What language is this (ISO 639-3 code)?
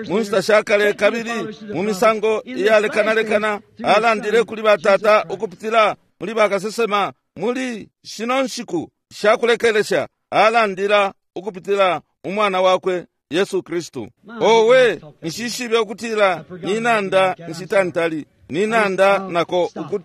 bem